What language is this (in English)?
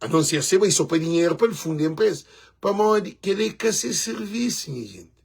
Kabuverdianu